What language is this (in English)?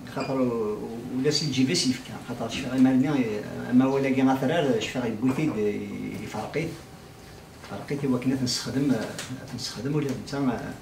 Kabyle